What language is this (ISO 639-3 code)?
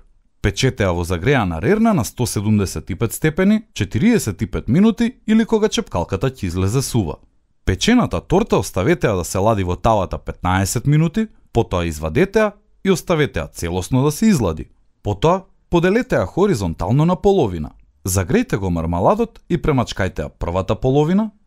mkd